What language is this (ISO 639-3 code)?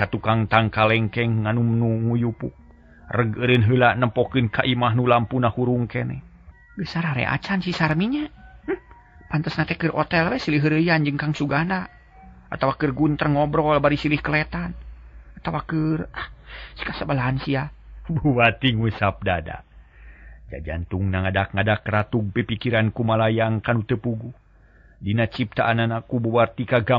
sun